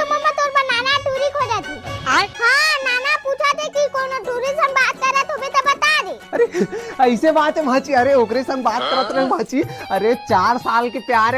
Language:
Chhattisgarhi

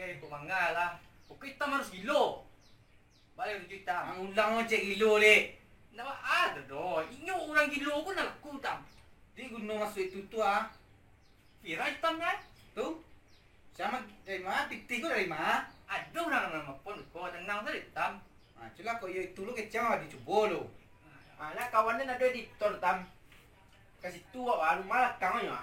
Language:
Minangkabau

